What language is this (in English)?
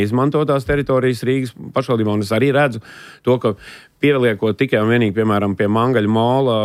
Latvian